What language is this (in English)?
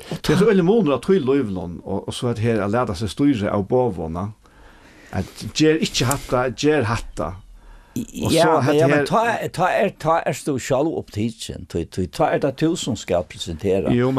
Faroese